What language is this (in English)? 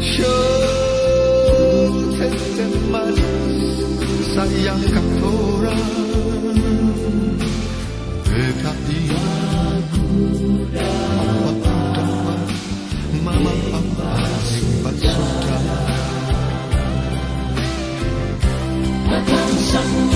Ambonese Malay